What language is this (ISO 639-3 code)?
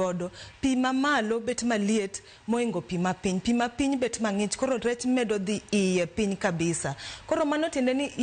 luo